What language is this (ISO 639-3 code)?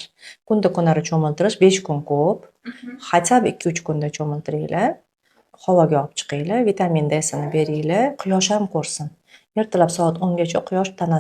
uzb